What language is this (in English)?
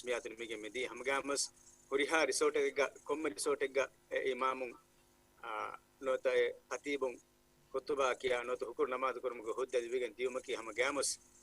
Divehi